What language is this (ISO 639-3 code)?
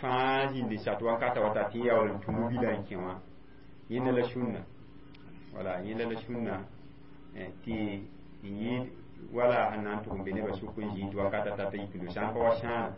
mos